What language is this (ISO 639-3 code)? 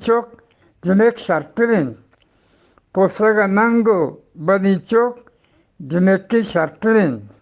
bgp